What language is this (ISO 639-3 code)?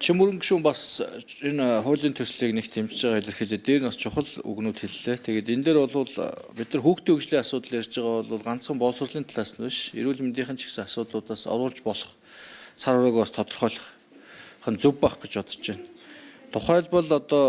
mon